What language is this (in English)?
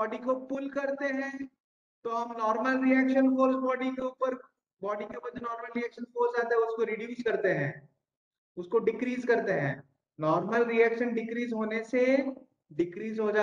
Hindi